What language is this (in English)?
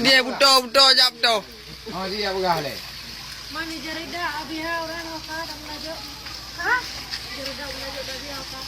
Achinese